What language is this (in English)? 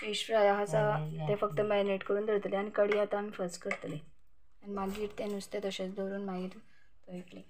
Konkani